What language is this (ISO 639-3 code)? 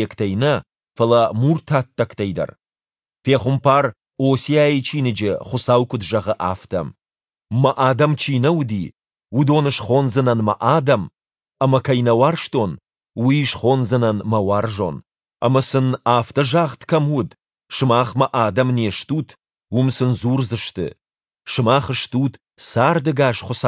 oss